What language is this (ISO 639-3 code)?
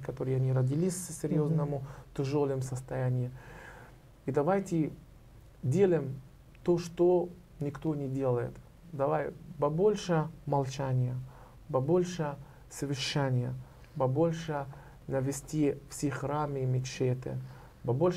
rus